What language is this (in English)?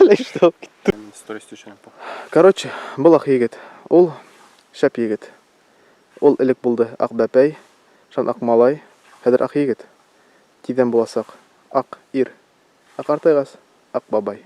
Bashkir